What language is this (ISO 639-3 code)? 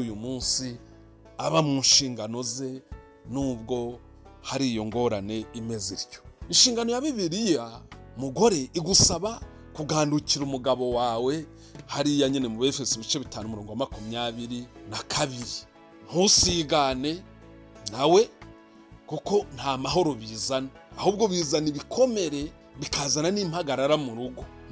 kin